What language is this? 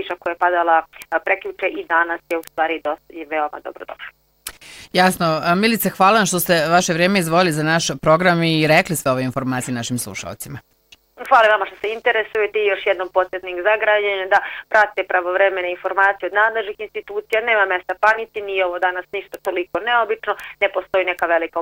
Bosnian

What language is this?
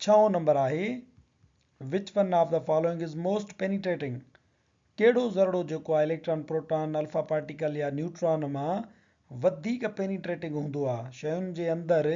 Sindhi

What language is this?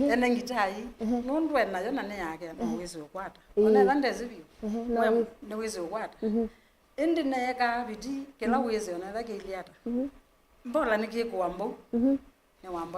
Kamba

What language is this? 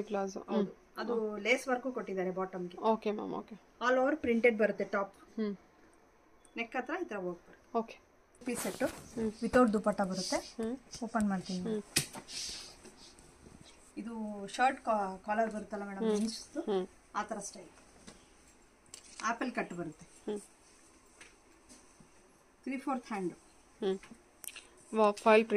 Kannada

